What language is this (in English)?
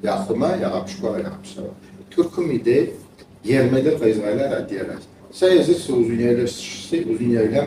Kabardian